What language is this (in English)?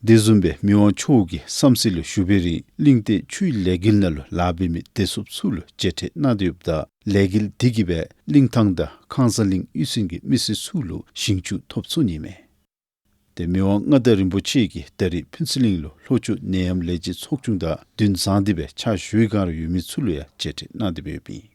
Dzongkha